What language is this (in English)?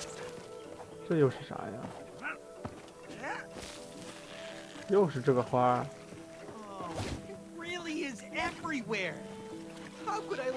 Chinese